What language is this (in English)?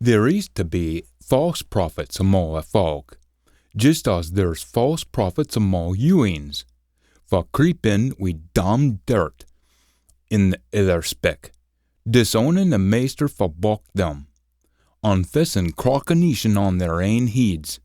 Scots